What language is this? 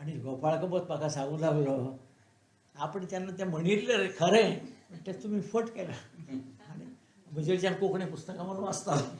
Konkani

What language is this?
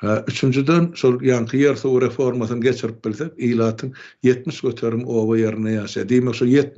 Turkmen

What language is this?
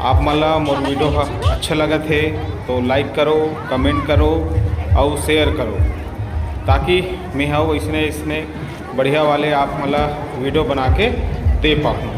Chhattisgarhi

